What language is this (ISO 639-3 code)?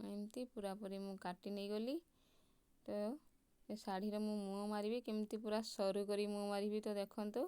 ori